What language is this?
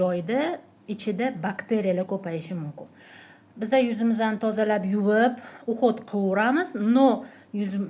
Uzbek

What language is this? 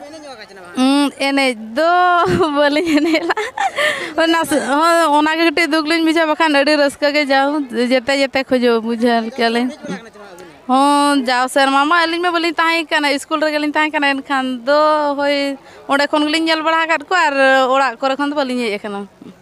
Santali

